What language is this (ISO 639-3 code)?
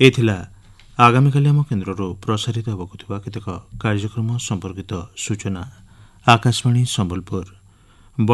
ori